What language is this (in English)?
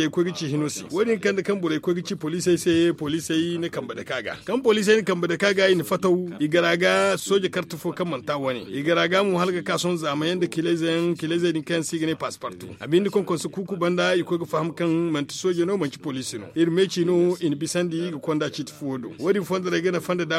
Zarma